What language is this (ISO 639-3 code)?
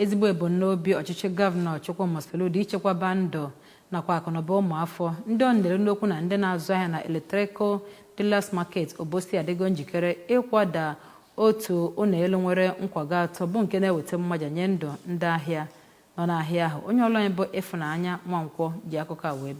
ibo